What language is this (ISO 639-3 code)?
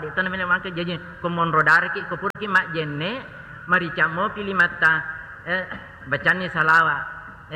bug